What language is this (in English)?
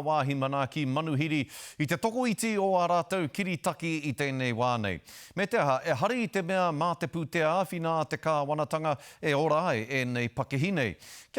Māori